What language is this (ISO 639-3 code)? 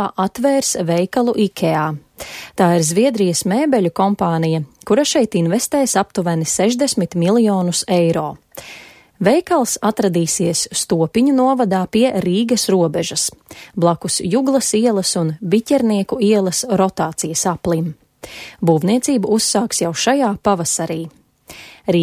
lav